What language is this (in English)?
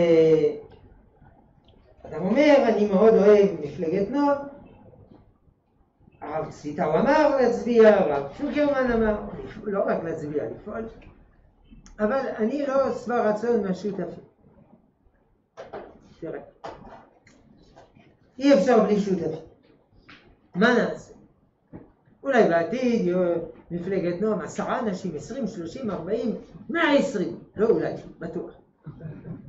Hebrew